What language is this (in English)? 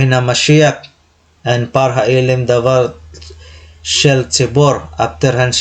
Waray